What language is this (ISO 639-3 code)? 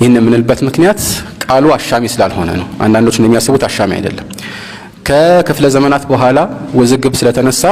amh